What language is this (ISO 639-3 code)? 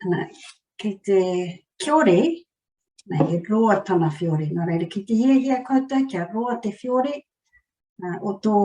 mri